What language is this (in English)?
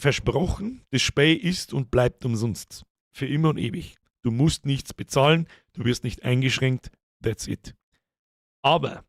Bavarian